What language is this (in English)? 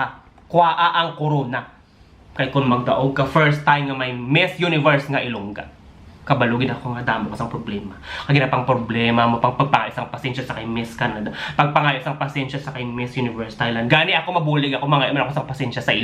Hiligaynon